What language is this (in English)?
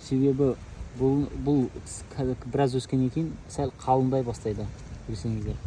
Kazakh